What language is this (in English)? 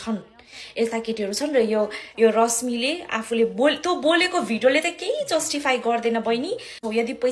Nepali